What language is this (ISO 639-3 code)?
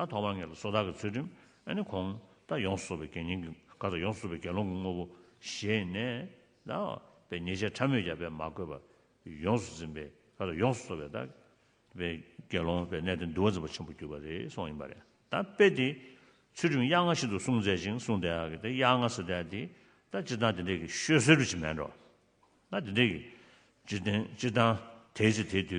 bod